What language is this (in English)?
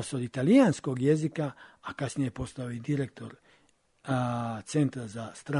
Serbian